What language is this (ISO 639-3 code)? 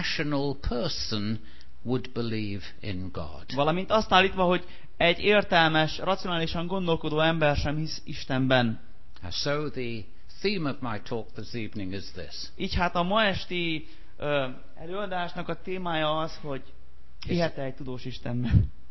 hun